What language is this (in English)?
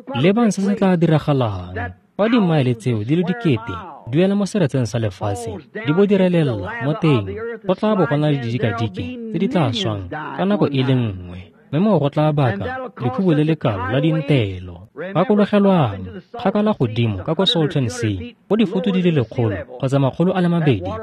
Tswana